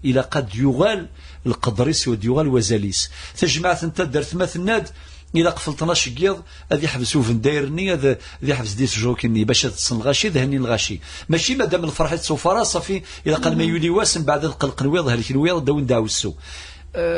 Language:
Kabyle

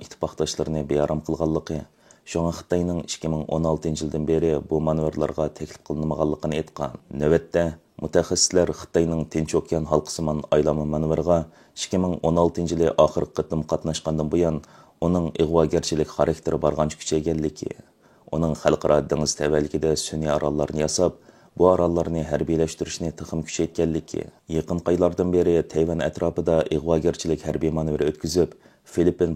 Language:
Uyghur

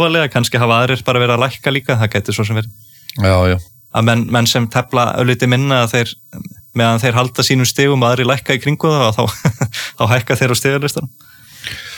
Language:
Icelandic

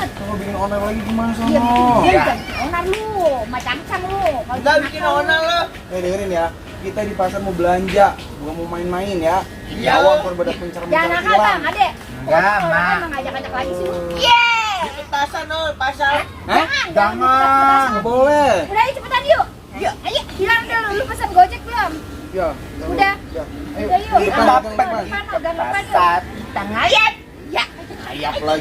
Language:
Betawi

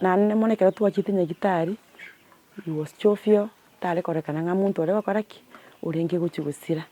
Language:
Gusii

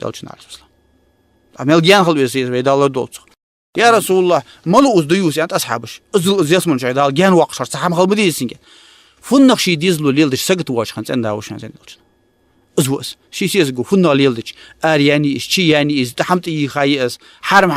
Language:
Ingush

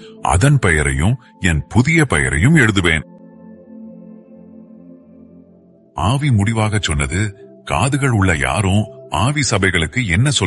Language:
Tamil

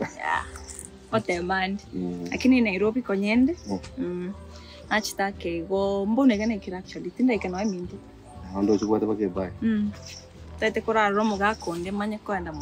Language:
Gusii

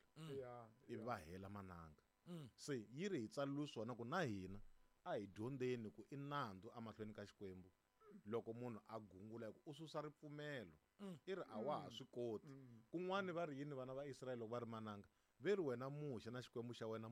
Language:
Tsonga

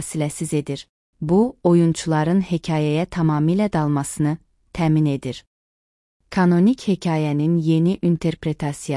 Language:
Azerbaijani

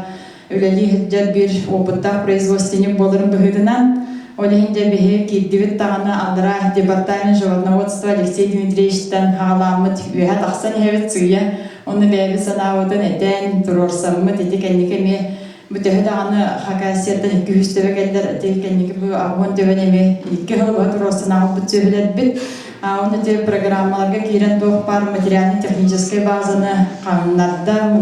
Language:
Yakut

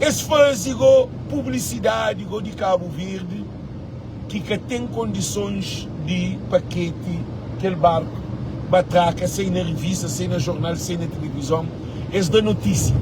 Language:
Kabuverdianu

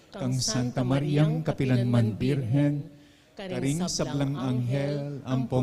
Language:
Pampanga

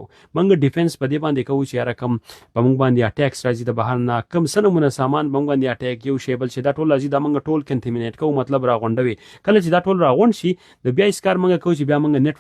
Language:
Pashto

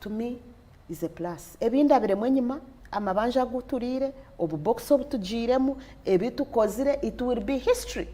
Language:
Nyankole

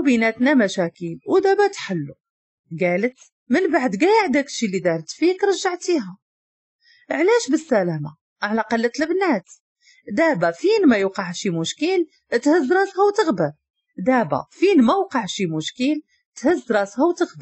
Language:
Moroccan Arabic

